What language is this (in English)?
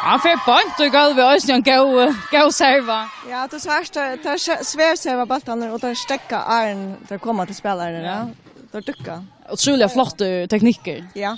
Faroese